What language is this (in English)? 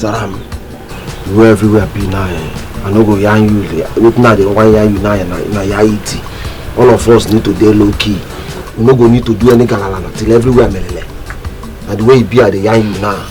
Nigerian Pidgin